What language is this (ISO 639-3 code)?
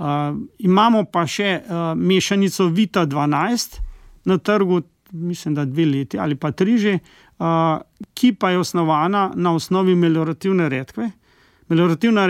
slv